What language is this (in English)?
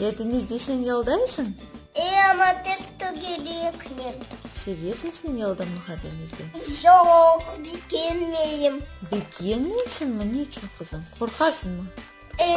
Crimean Tatar